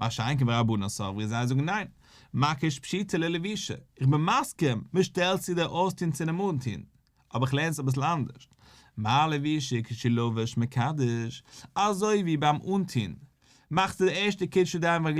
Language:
Yiddish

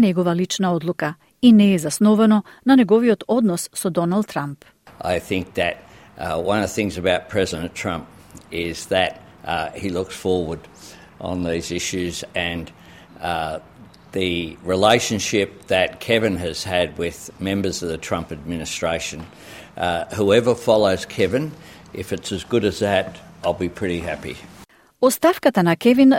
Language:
Macedonian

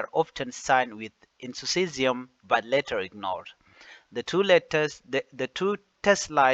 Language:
Nuer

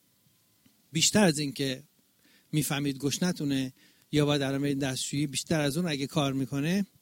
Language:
Persian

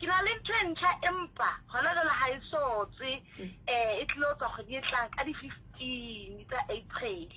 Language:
Southern Sotho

